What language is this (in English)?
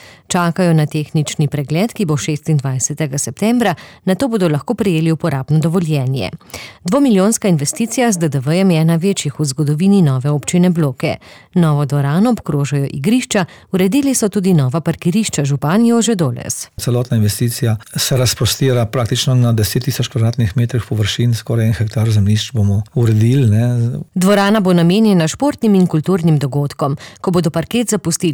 Slovenian